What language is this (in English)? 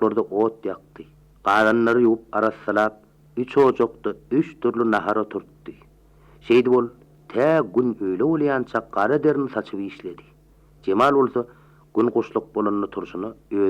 Turkmen